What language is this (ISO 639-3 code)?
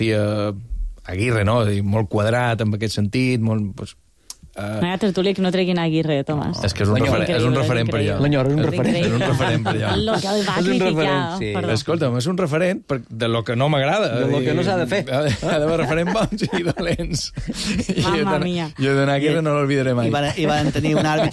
cat